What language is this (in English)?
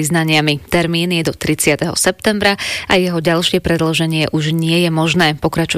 Slovak